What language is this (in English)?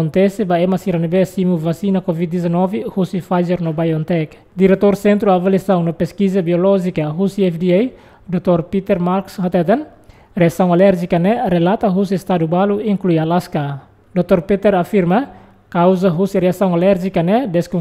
Tetum